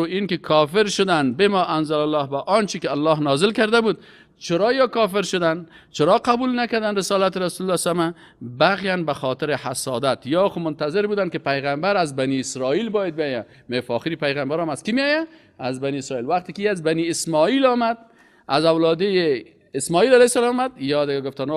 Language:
Persian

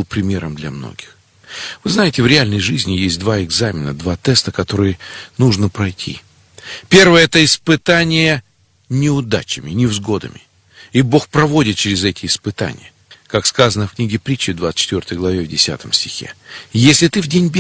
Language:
Russian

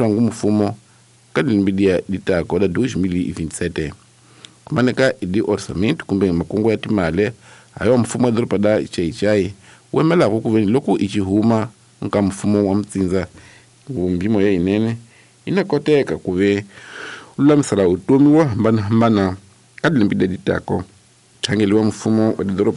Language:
Tsonga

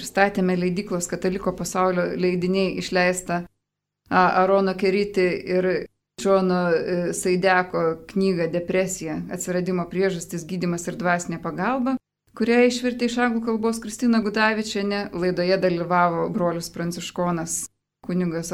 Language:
Lithuanian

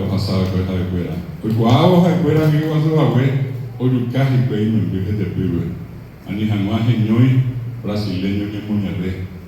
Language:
Guarani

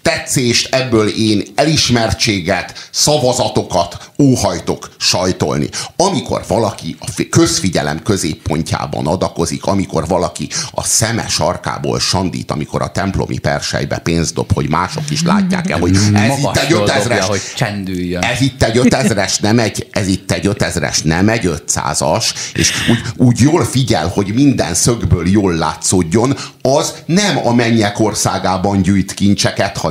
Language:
Hungarian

